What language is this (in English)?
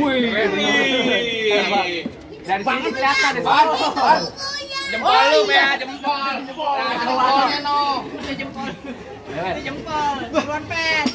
Betawi